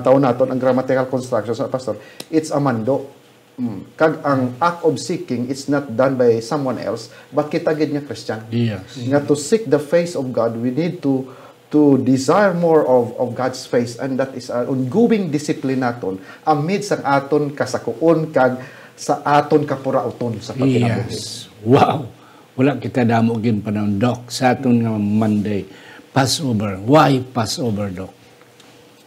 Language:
Hiligaynon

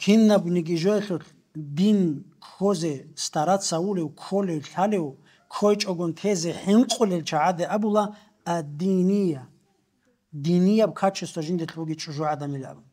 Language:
Avaric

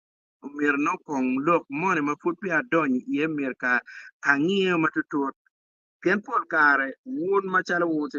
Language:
Acoli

